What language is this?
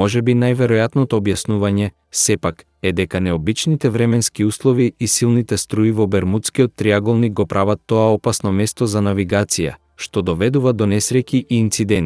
Macedonian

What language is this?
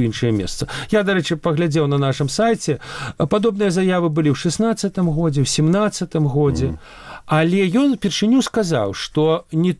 Belarusian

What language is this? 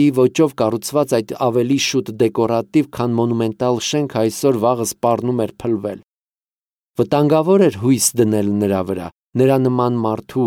Armenian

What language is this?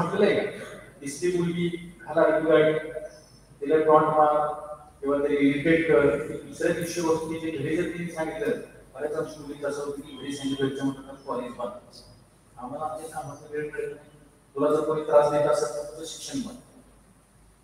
Marathi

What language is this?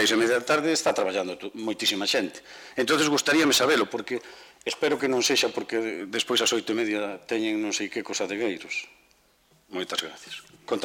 Galician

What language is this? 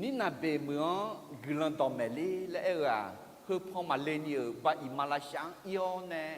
Akha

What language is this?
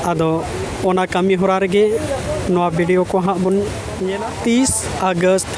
Santali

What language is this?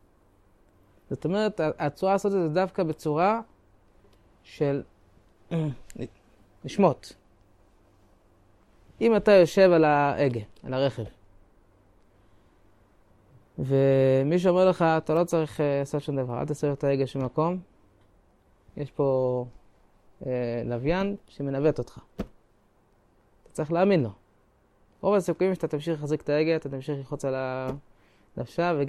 Hebrew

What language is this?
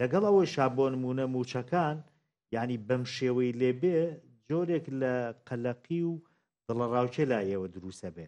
Central Kurdish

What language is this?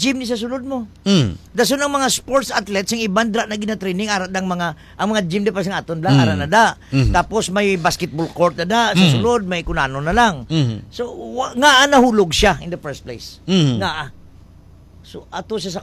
Hiligaynon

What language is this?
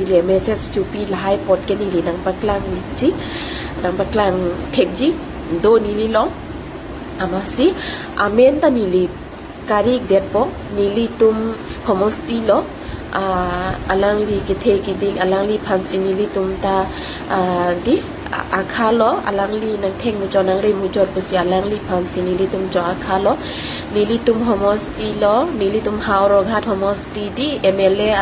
Karbi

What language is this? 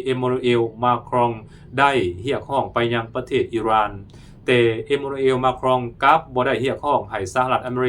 Lao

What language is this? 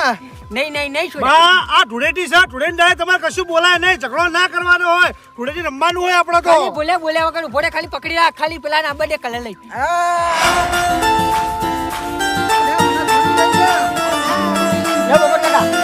Gujarati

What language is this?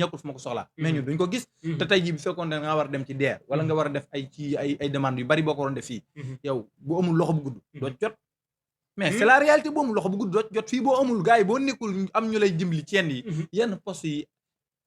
Wolof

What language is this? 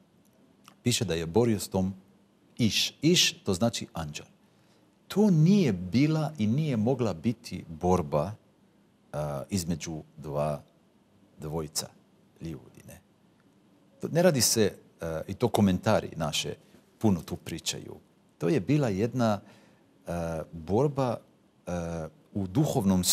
Croatian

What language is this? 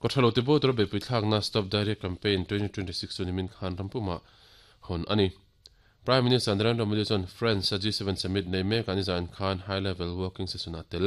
Mizo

